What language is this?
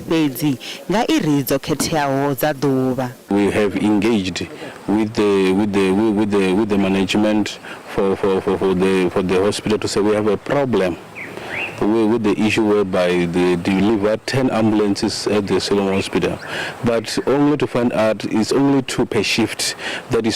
Venda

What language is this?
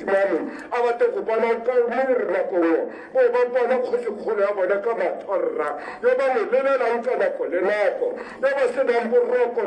Tswana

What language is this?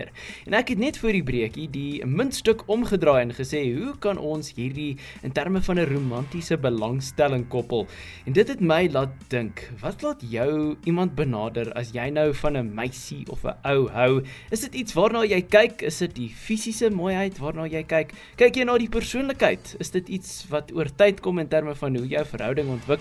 Afrikaans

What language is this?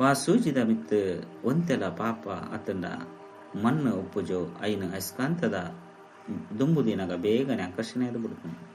Tulu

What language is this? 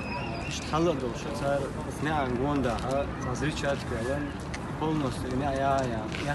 Chechen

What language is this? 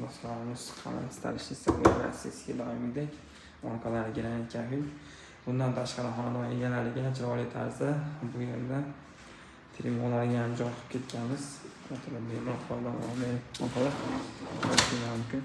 Uzbek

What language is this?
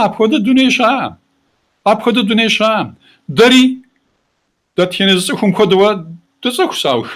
Kabardian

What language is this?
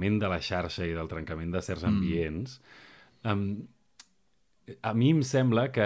Catalan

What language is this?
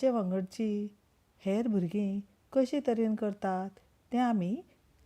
Konkani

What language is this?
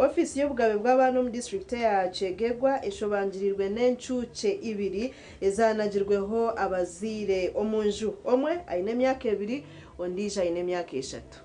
Nyankole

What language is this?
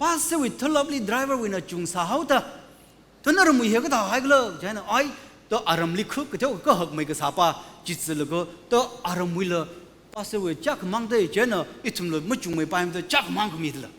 Tangkhul Naga (India)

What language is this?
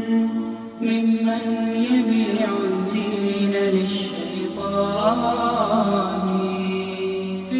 Bosnian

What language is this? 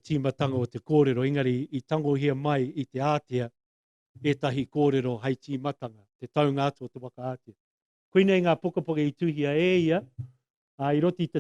Māori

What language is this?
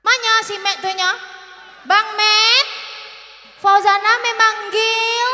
Minangkabau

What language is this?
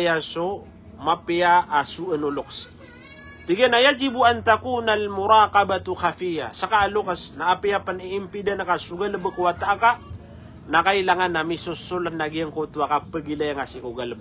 Maranao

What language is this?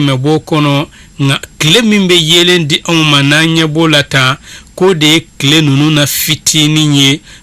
Bambara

